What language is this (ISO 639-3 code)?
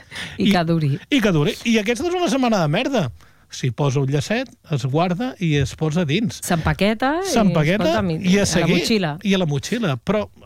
cat